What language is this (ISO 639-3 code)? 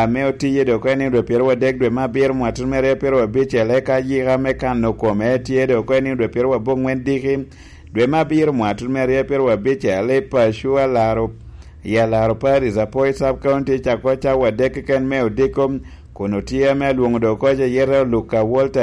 laj